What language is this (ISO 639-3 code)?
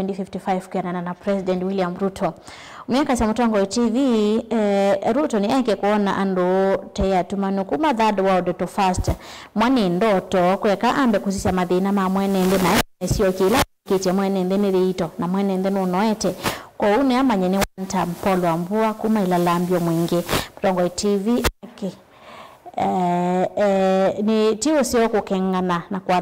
kam